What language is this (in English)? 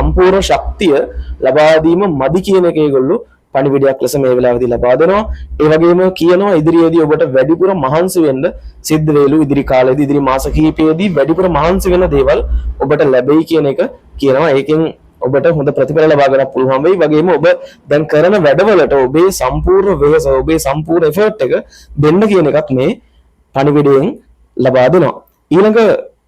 Sinhala